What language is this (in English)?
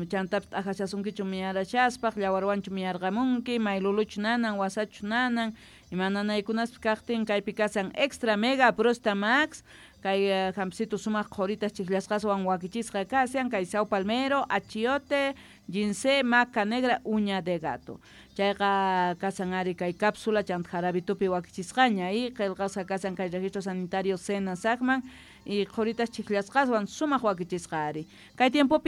South Bolivian Quechua